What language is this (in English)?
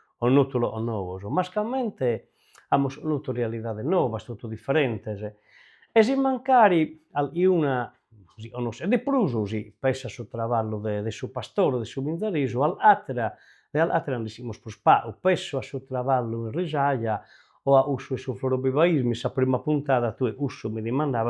Sardinian